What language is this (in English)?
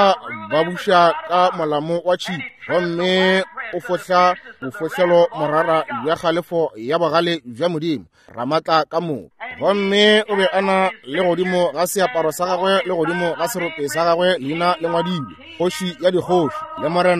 Northern Sotho